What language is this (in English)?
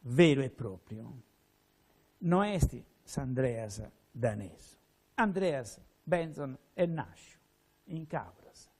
Sardinian